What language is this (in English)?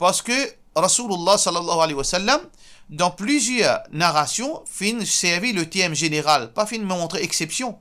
Morisyen